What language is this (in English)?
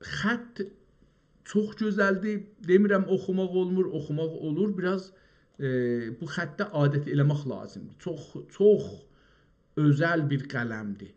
South Azerbaijani